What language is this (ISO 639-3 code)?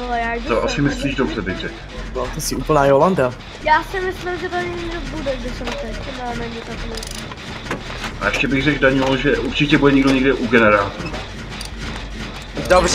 ces